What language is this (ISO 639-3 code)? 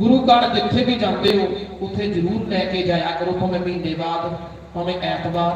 doi